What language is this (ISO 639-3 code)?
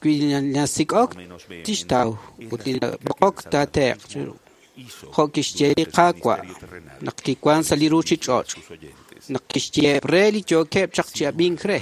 kek